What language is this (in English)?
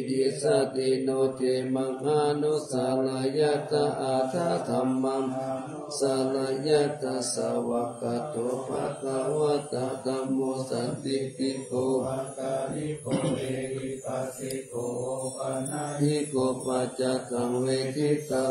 Pali